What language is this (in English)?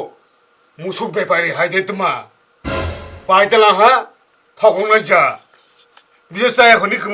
Kok Borok